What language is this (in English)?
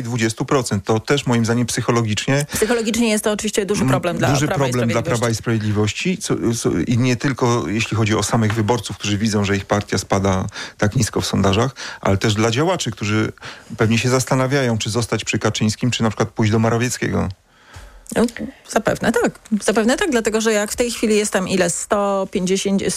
Polish